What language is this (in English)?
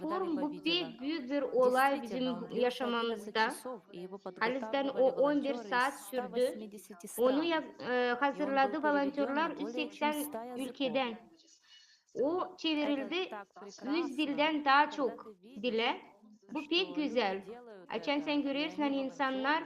Gagauz